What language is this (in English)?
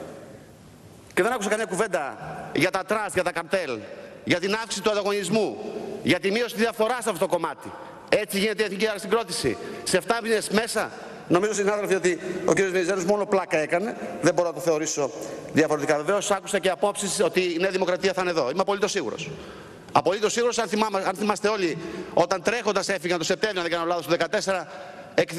Greek